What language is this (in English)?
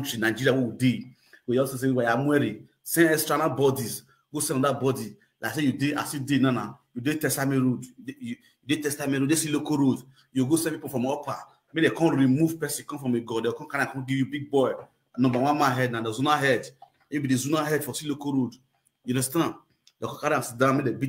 Nigerian Pidgin